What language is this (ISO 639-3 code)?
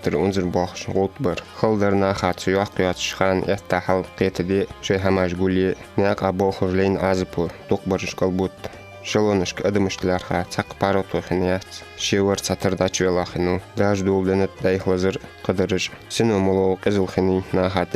inh